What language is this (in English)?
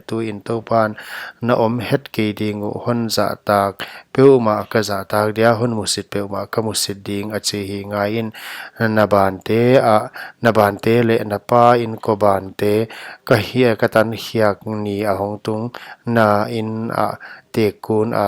Paite Chin